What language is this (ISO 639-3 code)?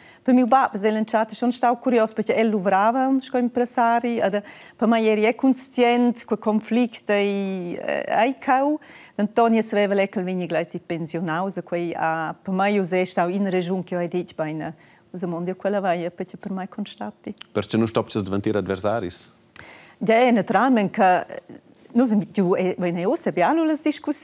roh